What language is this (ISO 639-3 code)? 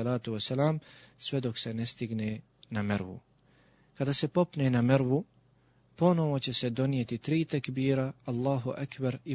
bos